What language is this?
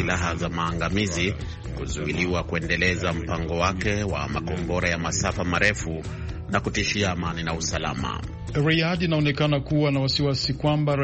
Swahili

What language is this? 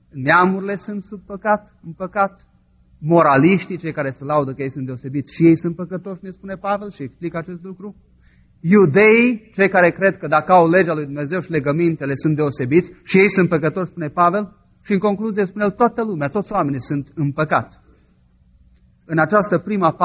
Romanian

